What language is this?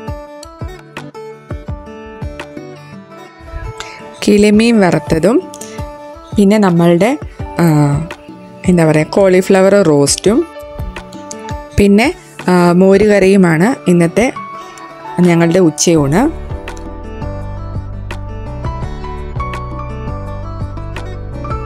Malayalam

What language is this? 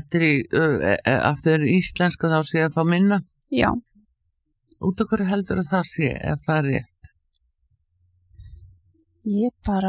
Icelandic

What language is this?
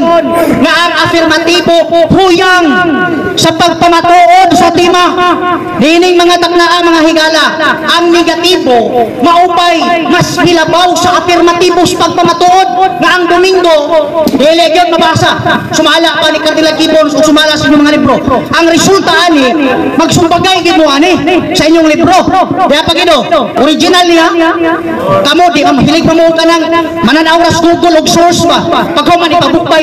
Cebuano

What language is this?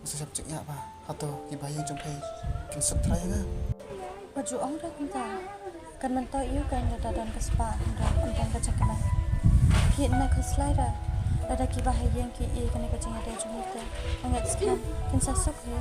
Khasi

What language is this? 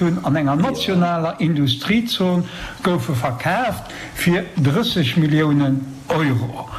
Luxembourgish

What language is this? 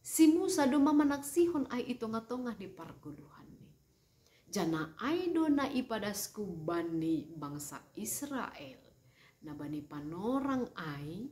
Batak Simalungun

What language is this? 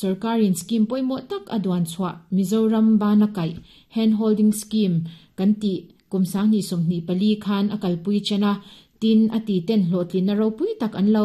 Mizo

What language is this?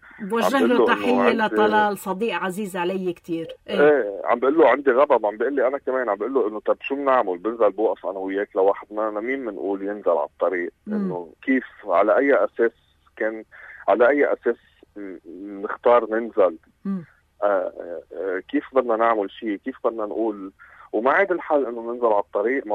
North Levantine Arabic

